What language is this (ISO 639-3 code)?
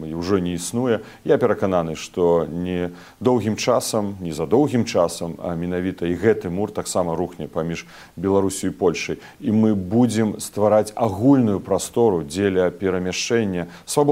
bel